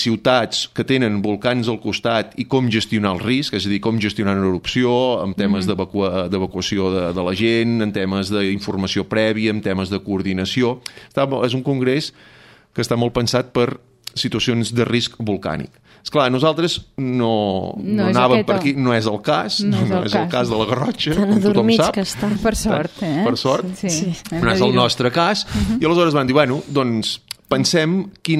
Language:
Catalan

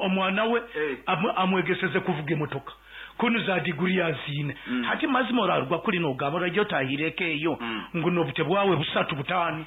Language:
Nyankole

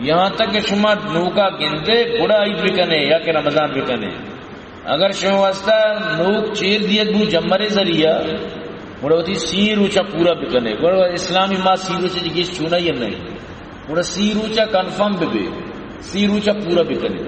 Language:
Baluchi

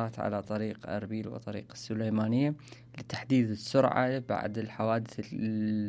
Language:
Mesopotamian Arabic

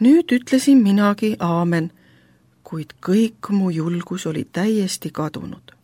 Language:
Estonian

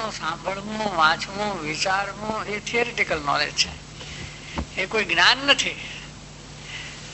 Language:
Gujarati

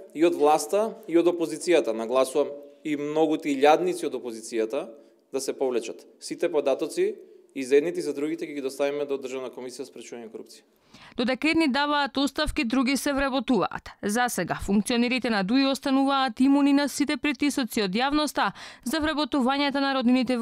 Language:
Macedonian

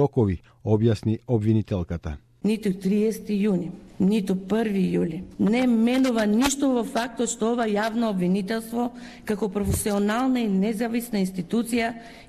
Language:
Macedonian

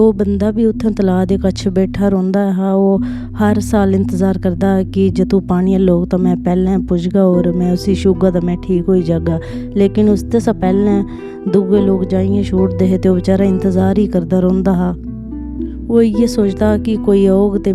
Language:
Dogri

